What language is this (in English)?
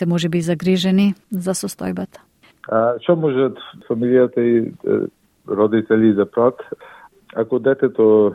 Macedonian